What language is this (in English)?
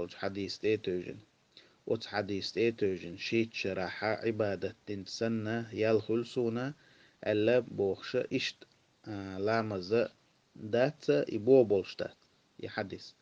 Chechen